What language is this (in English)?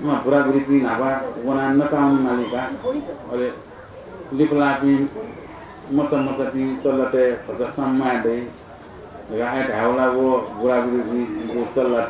Newari